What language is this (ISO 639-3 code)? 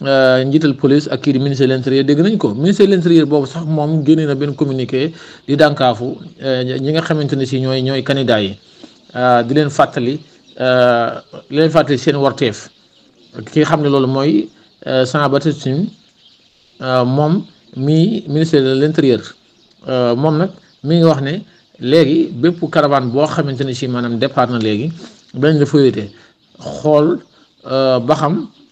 wol